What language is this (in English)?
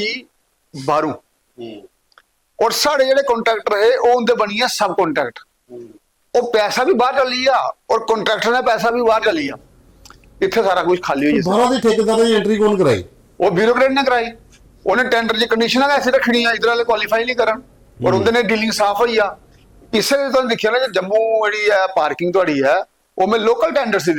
Dogri